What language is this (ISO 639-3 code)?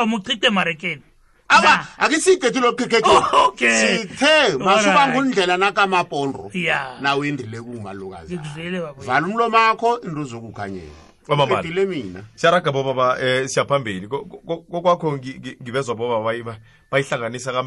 nbl